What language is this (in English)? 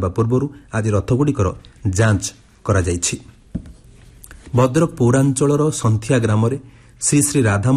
Odia